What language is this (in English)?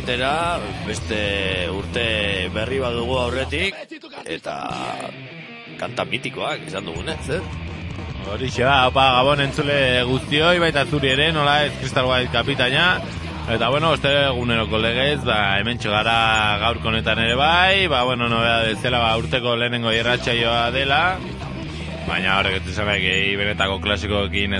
Basque